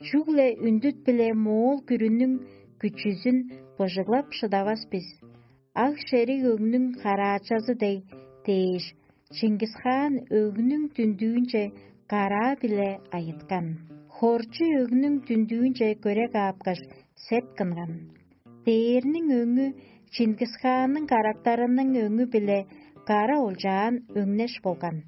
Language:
Tuvinian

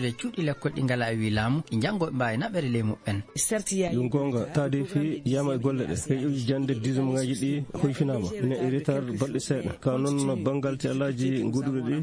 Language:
Fula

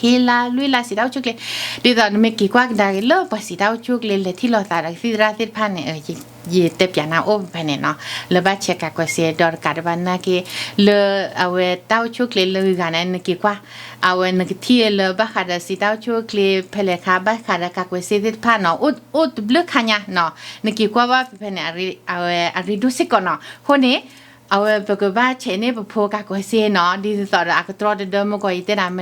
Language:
S'gaw Karen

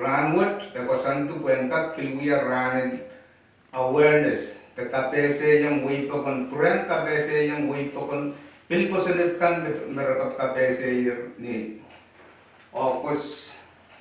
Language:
Pohnpeian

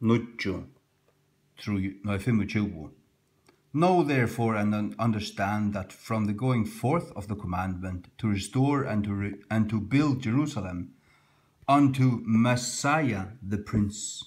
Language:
Faroese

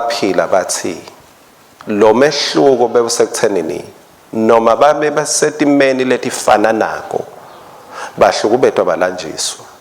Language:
Swati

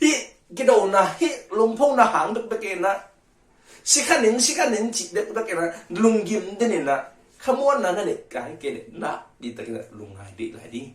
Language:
Tedim Chin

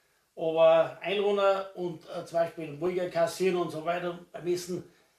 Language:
Bavarian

